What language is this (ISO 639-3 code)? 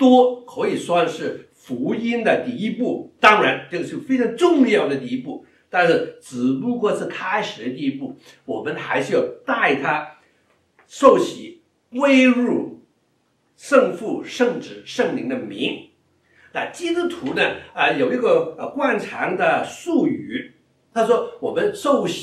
zho